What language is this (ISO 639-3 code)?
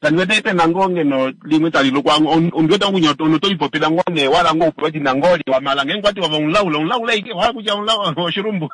kua